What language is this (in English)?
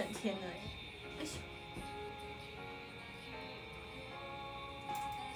Chinese